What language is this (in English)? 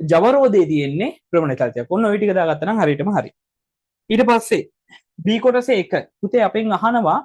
Sinhala